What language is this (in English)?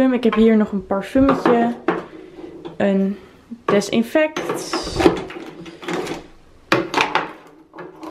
Dutch